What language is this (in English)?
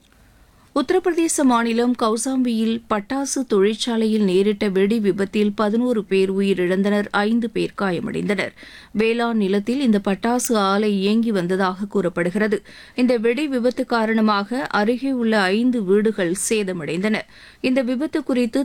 Tamil